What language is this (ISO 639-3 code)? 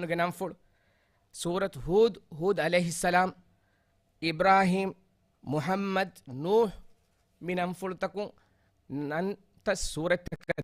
div